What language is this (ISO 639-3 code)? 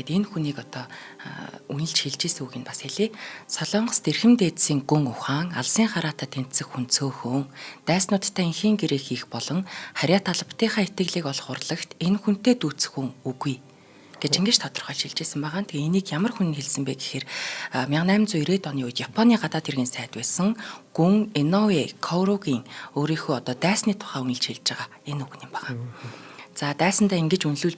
mon